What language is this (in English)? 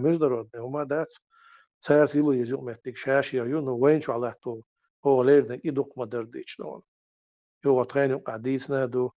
Chechen